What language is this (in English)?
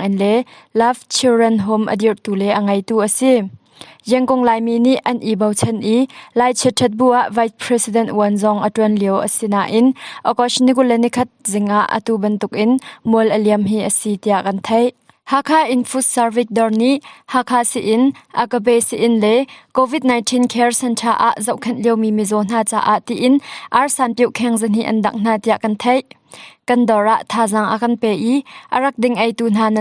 Hakha Chin